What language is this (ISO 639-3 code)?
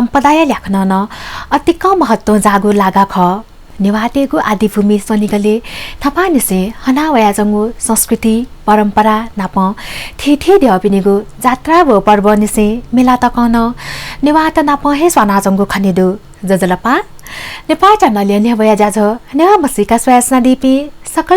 new